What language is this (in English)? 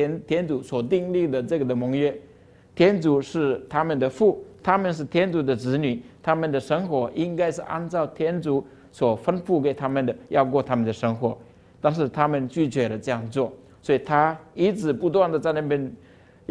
Chinese